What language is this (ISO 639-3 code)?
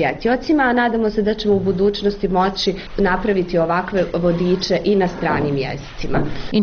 bos